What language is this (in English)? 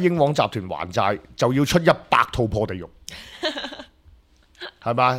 Cantonese